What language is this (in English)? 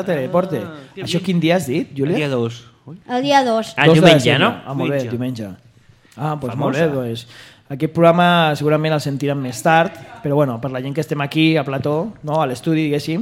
Catalan